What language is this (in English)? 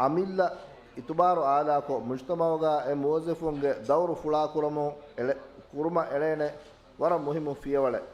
Divehi